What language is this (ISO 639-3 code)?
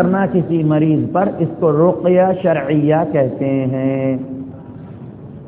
urd